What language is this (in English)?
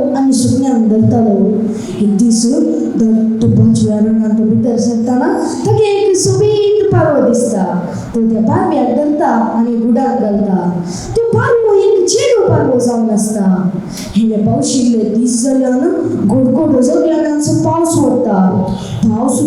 Konkani